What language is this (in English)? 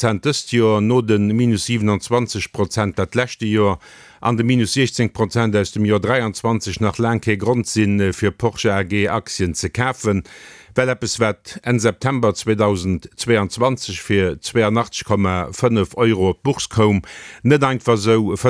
Luxembourgish